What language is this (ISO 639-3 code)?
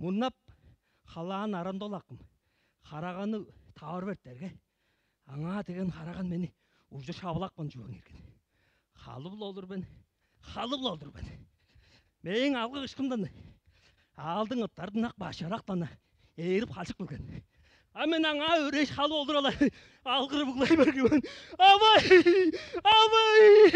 tyv